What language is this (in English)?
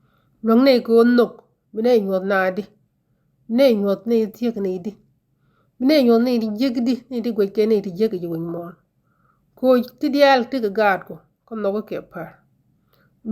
Nuer